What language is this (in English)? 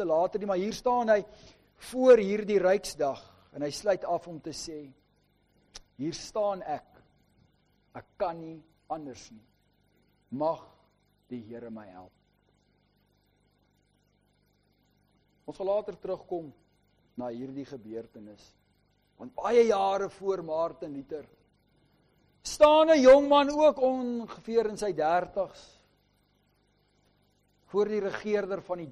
Afrikaans